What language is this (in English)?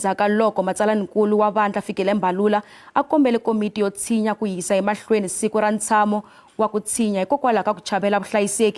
Tsonga